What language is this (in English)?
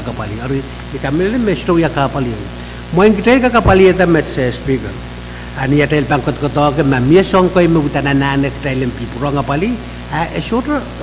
Pohnpeian